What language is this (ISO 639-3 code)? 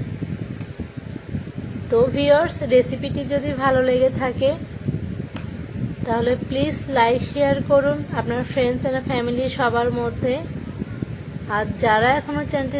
ben